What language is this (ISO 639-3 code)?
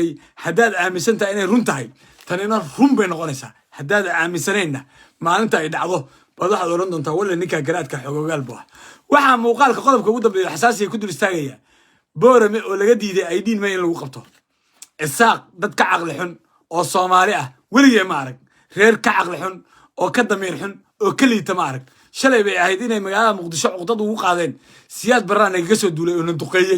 som